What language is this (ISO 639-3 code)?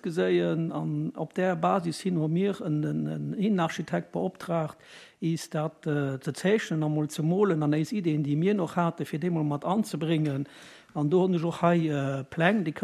ltz